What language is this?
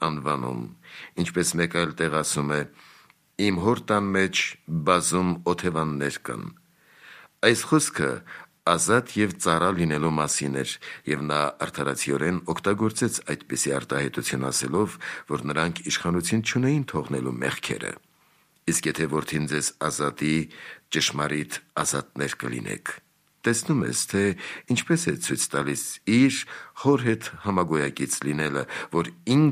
Armenian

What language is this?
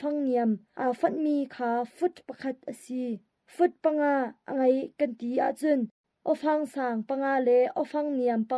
Hakha Chin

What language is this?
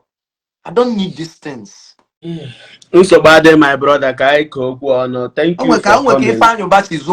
Igbo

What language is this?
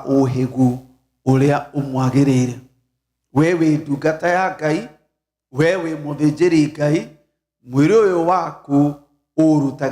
Kikuyu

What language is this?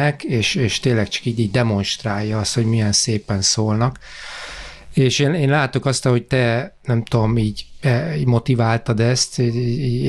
Hungarian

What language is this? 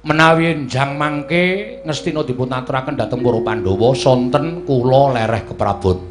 Javanese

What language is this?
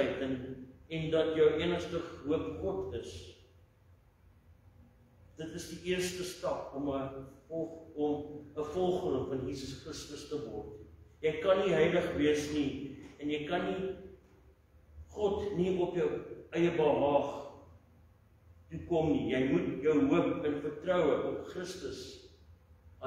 Afrikaans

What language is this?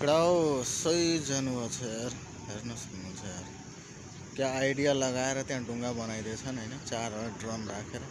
Nepali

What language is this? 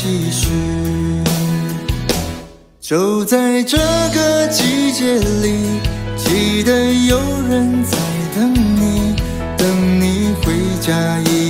Chinese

